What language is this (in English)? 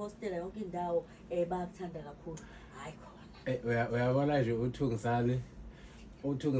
Zulu